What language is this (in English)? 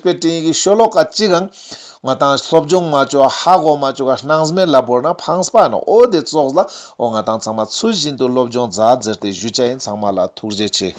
Ladakhi